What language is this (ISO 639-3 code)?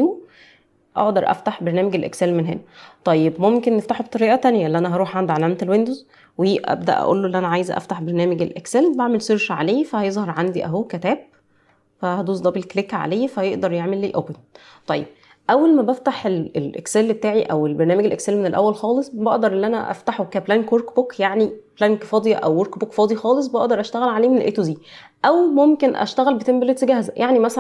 arz